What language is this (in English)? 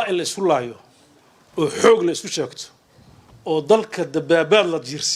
Somali